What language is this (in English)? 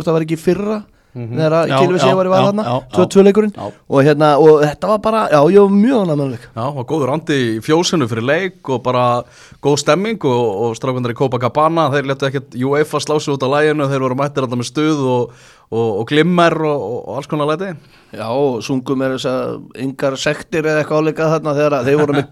Icelandic